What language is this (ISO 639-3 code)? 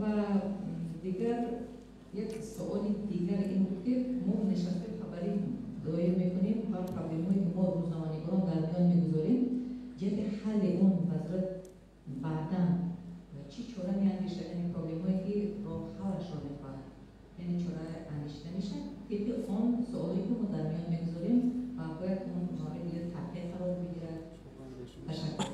tgk